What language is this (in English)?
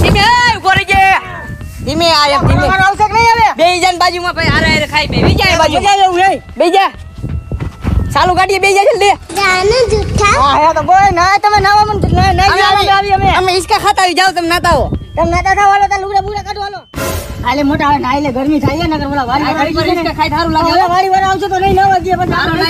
Gujarati